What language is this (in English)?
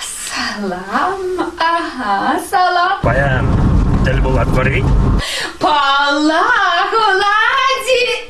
Chuvash